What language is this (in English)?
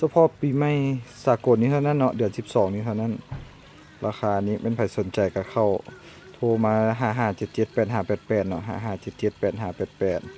Lao